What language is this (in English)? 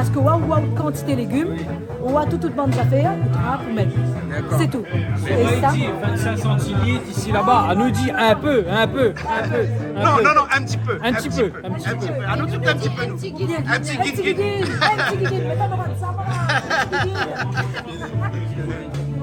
Réunion Creole French